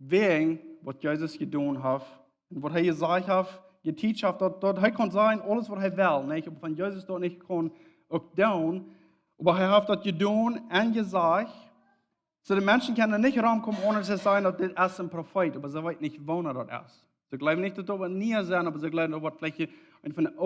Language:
Plautdietsch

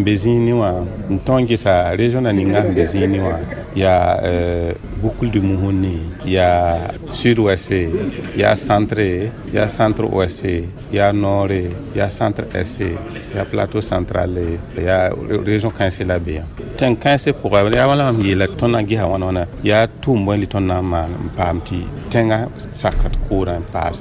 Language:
Mossi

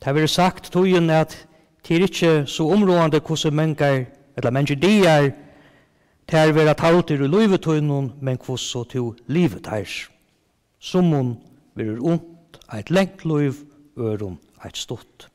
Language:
Faroese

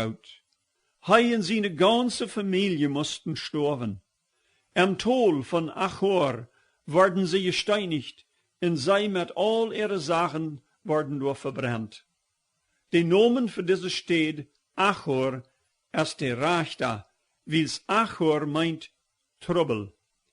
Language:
Plautdietsch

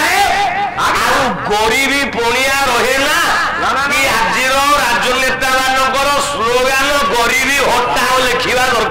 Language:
Odia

